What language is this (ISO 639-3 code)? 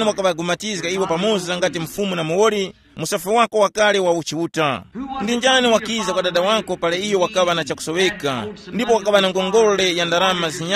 tum